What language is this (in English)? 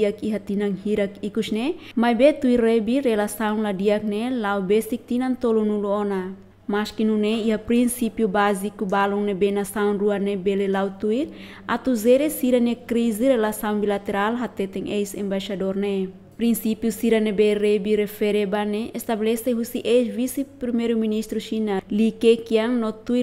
Tetum